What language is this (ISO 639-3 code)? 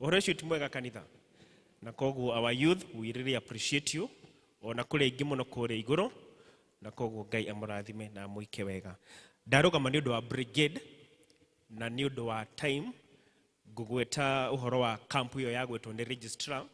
kik